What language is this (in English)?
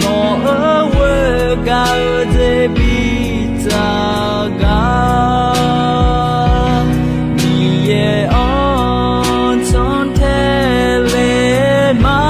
Akha